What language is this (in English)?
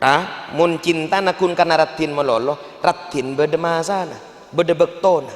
Madurese